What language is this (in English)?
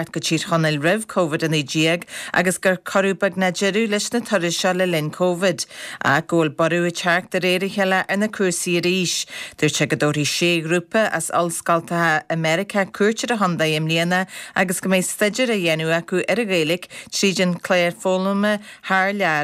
Irish